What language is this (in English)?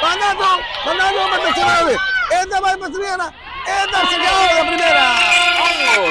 Papiamento